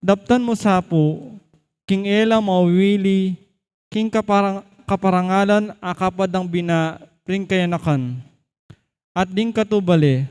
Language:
Pampanga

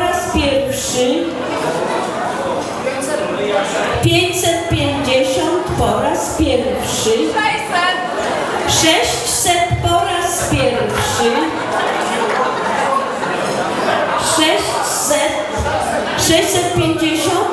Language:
Polish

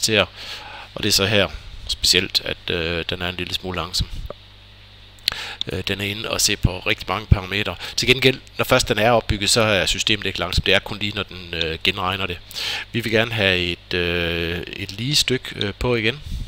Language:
Danish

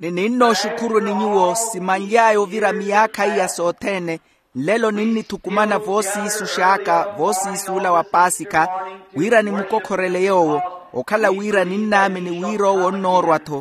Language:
Makhuwa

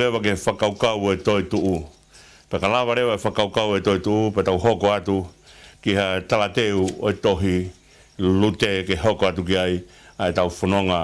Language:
Tongan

